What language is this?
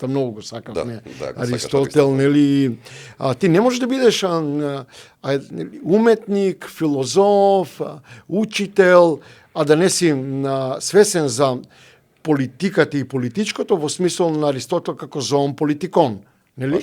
Macedonian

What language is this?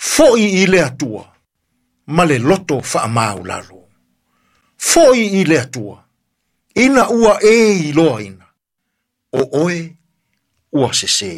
Samoan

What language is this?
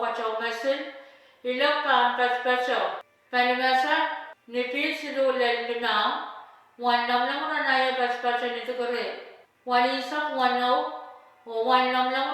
Pohnpeian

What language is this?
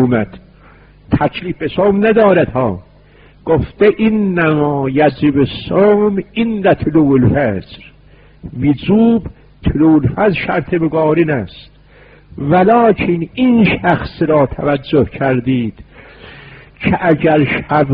Persian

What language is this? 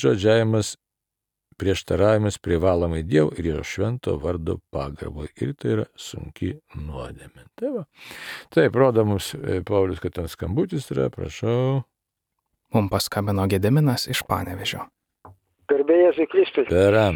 Lithuanian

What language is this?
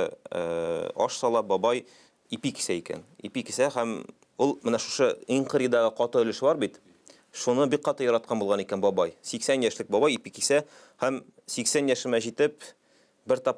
Tatar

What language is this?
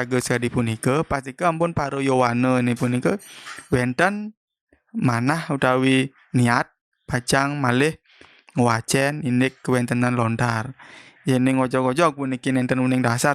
Balinese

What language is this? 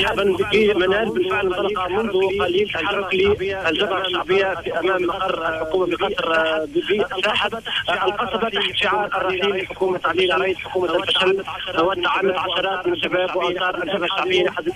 Tunisian Arabic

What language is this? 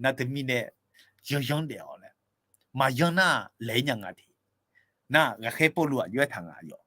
Akha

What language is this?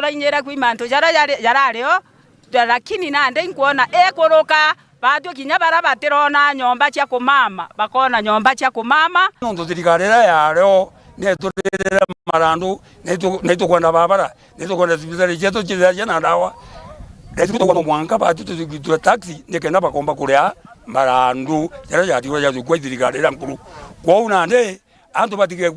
Meru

